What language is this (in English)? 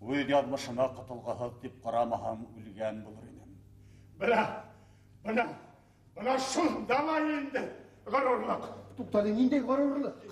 Bashkir